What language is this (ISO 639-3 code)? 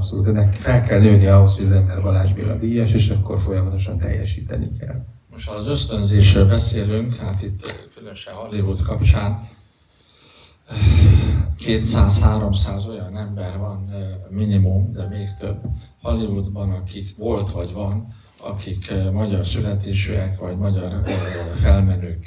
hun